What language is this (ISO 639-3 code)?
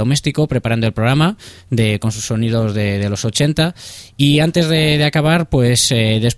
spa